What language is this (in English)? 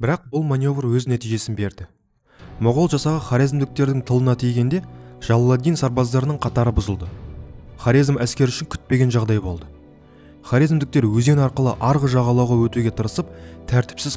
Kazakh